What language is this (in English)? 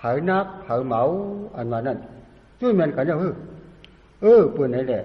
Shan